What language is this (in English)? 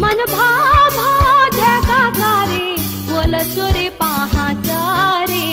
Newari